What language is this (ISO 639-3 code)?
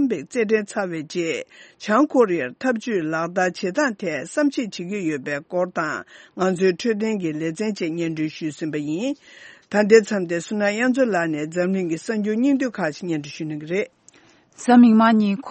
bod